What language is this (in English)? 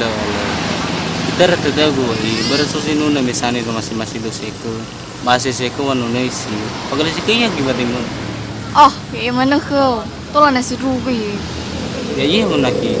Nias